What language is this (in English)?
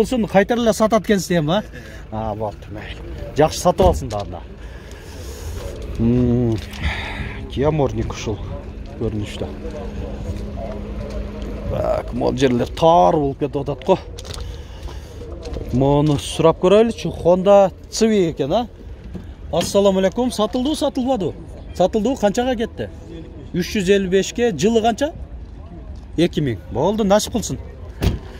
Kyrgyz